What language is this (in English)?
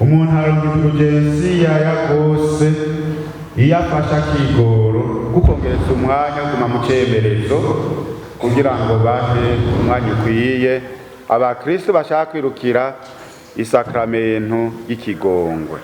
Rundi